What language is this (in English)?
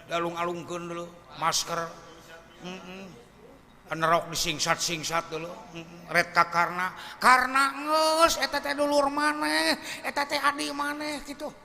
Sundanese